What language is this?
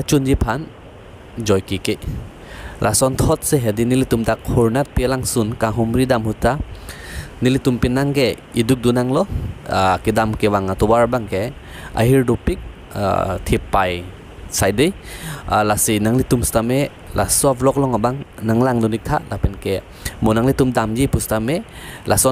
Karbi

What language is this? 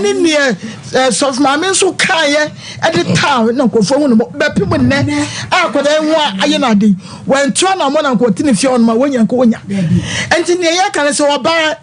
Akan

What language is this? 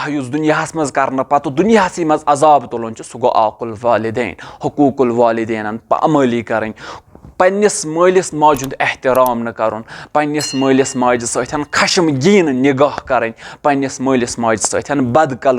Kashmiri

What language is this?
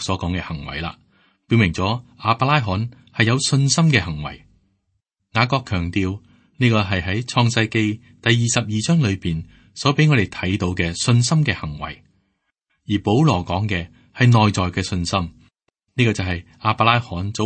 Cantonese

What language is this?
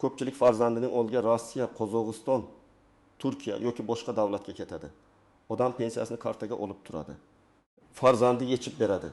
Uzbek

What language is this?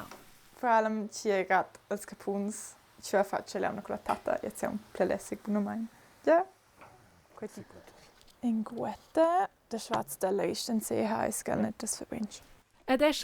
Romansh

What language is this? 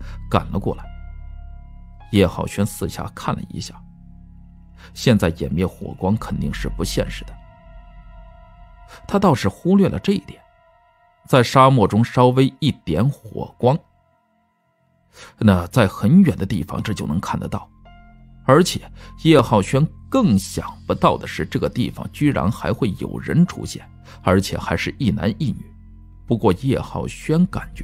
Chinese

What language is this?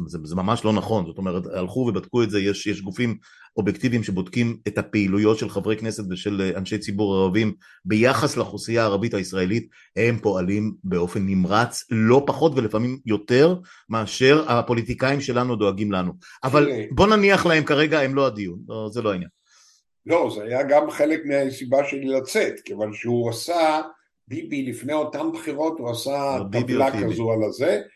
Hebrew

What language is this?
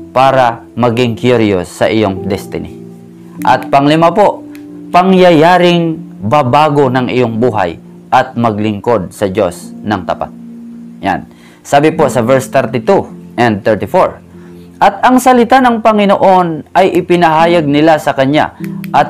Filipino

